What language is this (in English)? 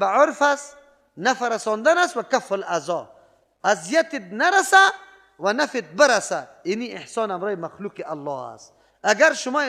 Persian